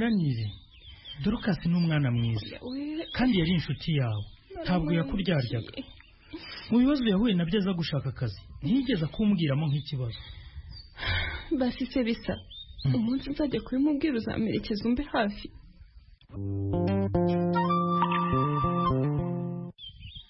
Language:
Kinyarwanda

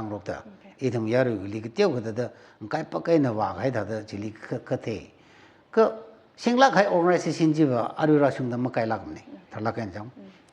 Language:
Tangkhul Naga (India)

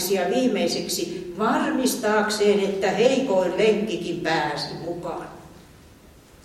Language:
Finnish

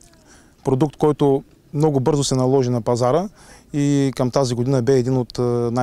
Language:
Bulgarian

